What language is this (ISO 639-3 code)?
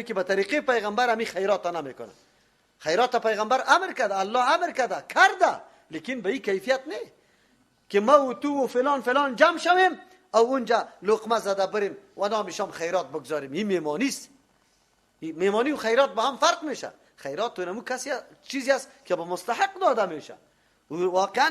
fas